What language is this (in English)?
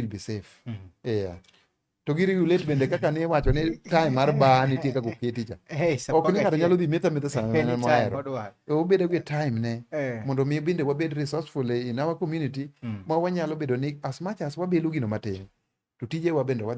Luo (Kenya and Tanzania)